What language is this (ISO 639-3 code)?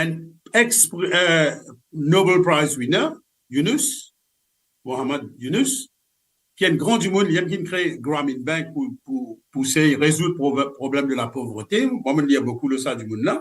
mfe